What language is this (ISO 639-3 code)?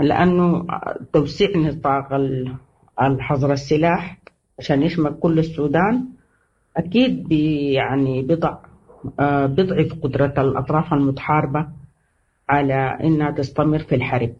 apd